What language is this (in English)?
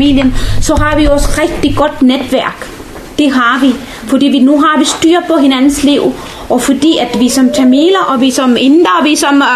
Danish